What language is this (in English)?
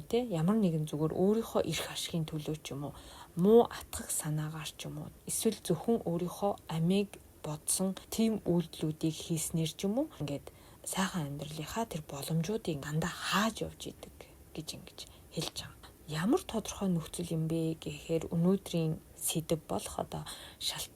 Mongolian